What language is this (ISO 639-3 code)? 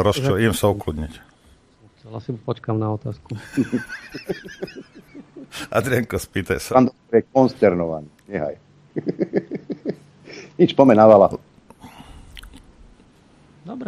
slk